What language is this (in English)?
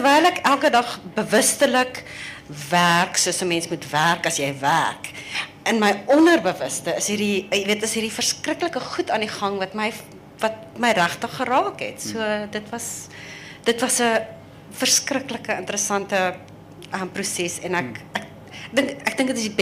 Afrikaans